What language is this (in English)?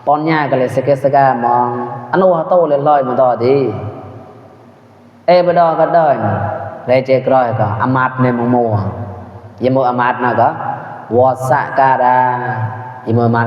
Mon